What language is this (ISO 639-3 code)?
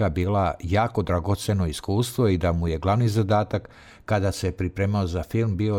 srp